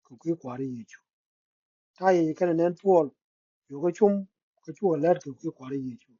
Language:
Nuer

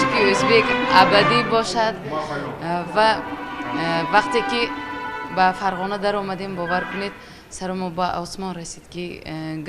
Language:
Tajik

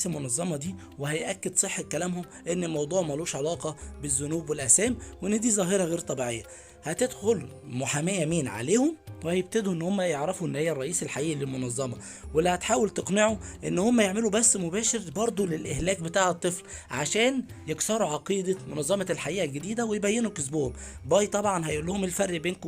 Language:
Egyptian Arabic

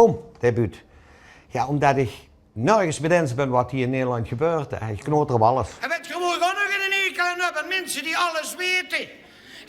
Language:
Limburgish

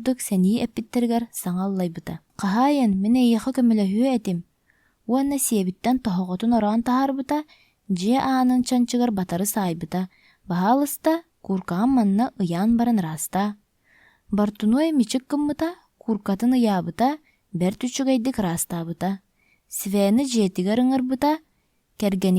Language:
Yakut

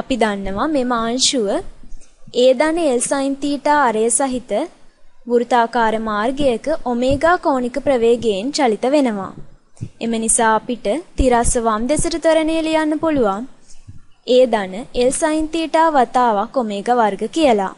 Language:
Sinhala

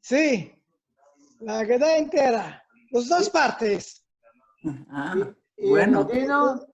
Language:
Ladino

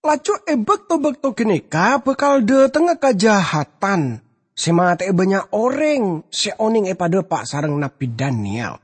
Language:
Madurese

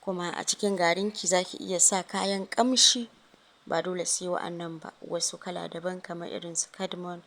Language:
Hausa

